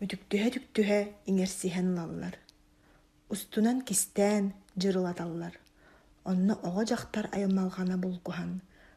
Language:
Yakut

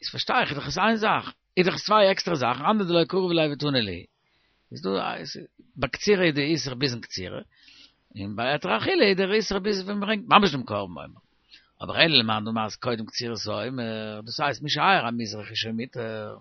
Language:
Yiddish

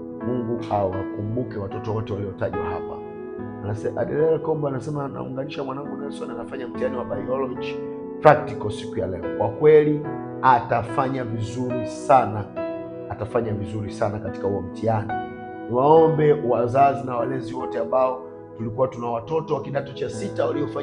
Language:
Swahili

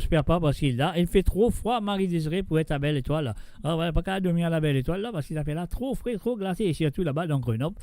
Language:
Morisyen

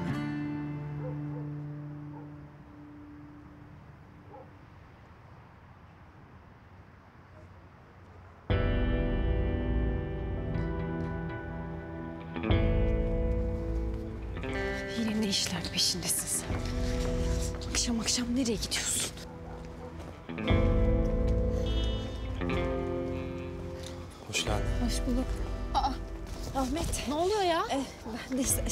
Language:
Turkish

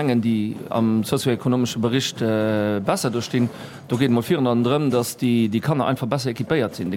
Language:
Luxembourgish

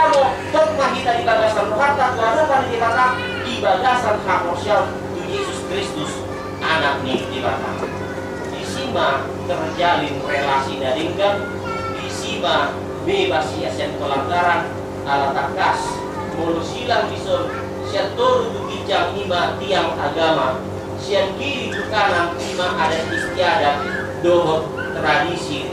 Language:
Batak Toba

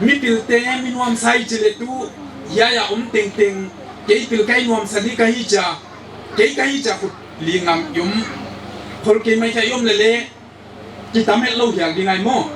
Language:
Paite Chin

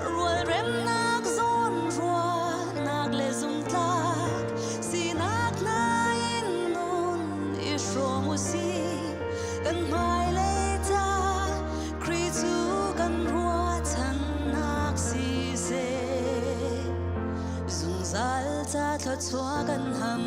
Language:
Hakha Chin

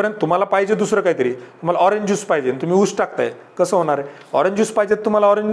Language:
Marathi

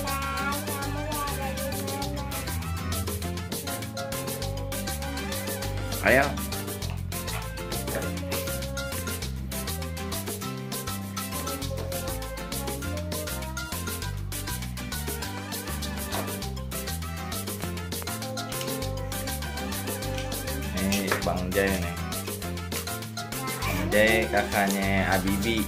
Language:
Indonesian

